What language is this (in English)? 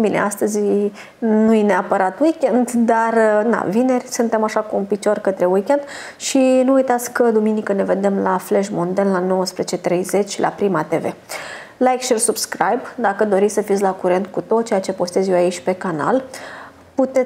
Romanian